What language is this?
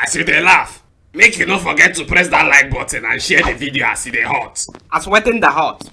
Nigerian Pidgin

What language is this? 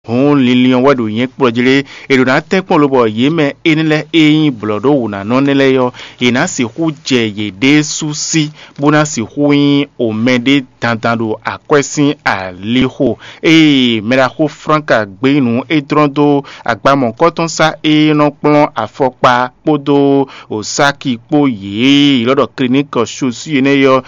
Fon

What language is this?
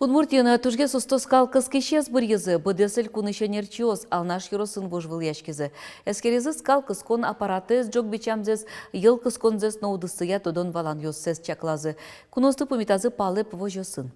Udmurt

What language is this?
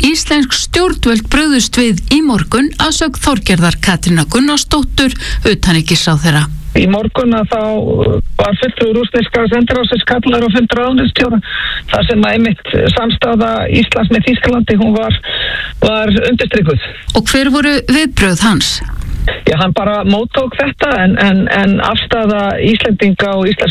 Icelandic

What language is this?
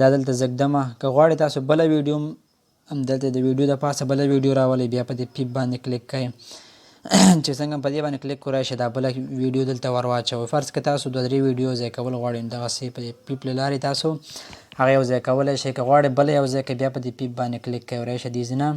Pashto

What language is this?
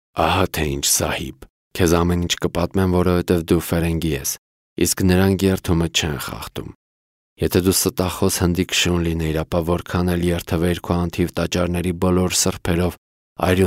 Armenian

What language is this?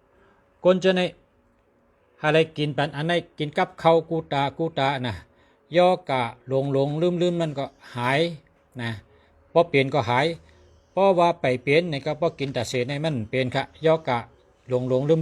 Shan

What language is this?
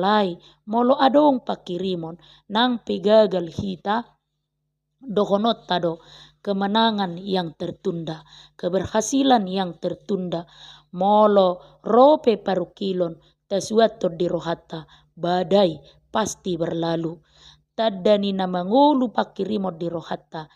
Batak Toba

